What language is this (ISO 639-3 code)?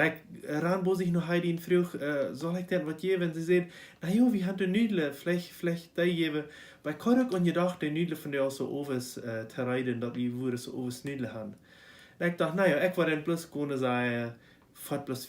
pdt